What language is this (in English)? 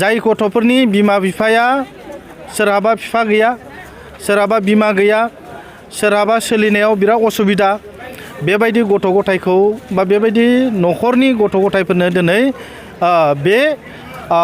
Bodo